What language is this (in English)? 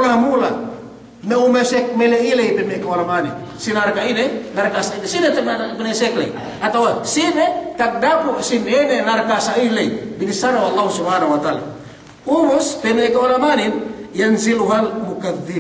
Yakan